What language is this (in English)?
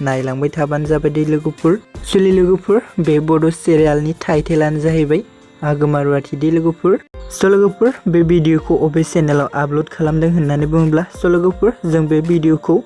Bodo